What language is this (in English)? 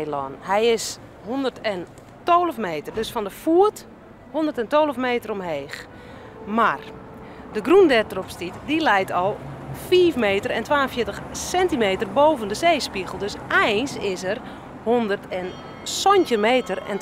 Western Frisian